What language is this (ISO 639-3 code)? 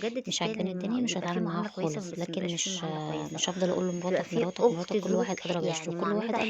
arz